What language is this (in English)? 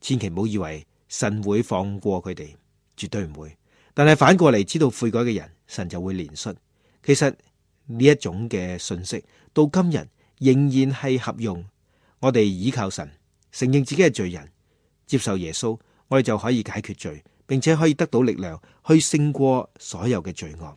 Cantonese